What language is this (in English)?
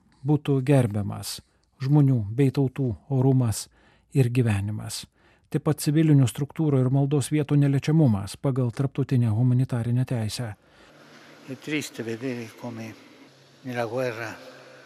Lithuanian